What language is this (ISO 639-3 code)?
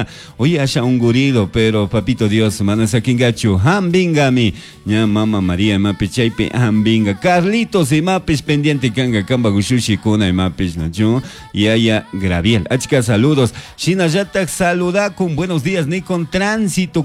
qug